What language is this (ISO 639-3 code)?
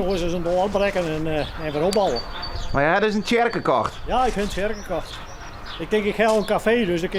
fry